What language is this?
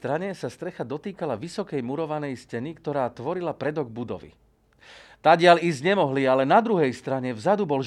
Slovak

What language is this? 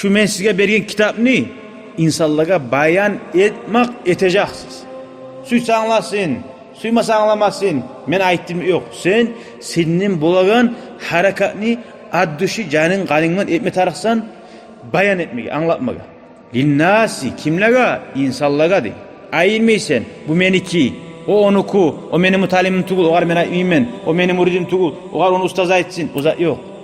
Kumyk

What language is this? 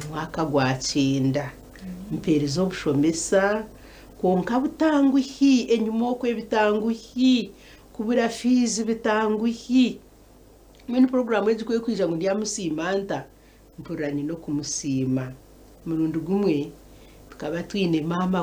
Nyankole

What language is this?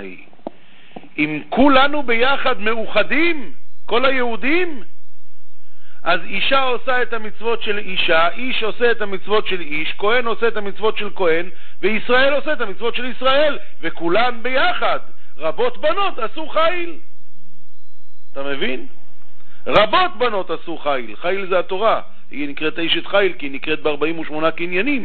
Hebrew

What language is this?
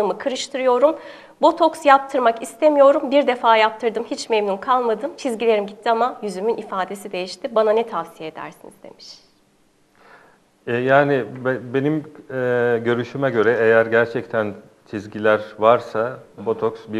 Turkish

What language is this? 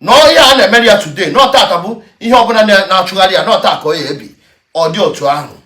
Igbo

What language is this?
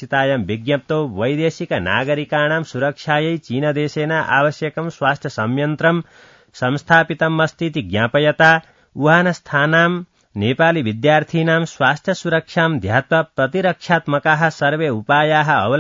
Sanskrit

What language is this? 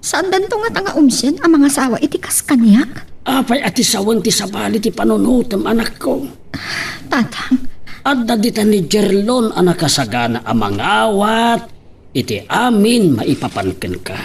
Iloko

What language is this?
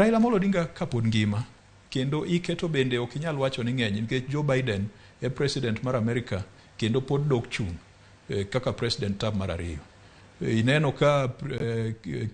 Luo (Kenya and Tanzania)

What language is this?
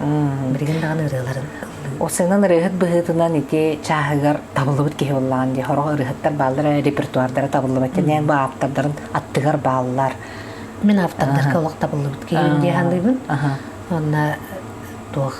Yakut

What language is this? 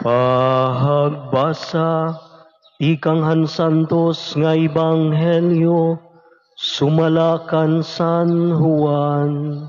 Waray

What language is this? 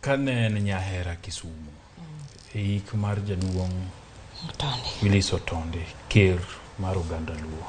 Luo (Kenya and Tanzania)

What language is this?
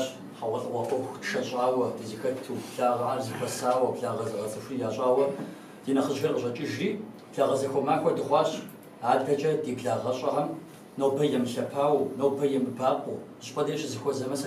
Kabardian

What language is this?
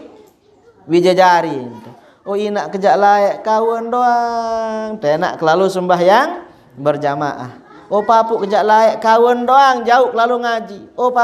Sasak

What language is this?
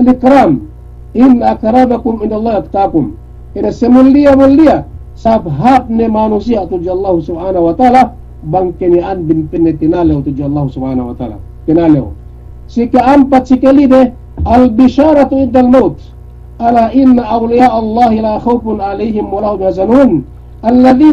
Yakan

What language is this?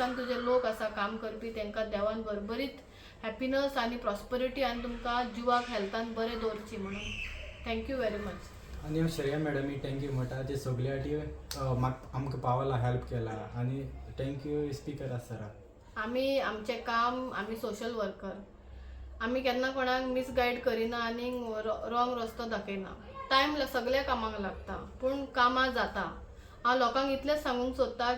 Konkani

